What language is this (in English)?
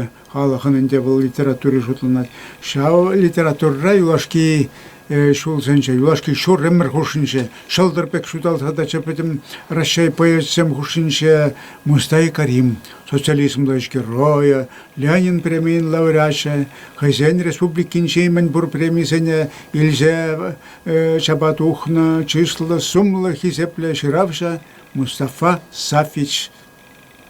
Chuvash